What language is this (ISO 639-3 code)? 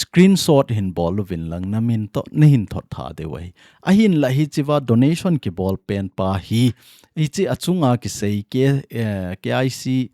tcz